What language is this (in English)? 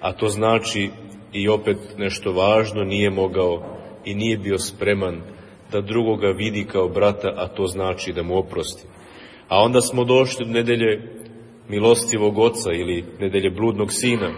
Serbian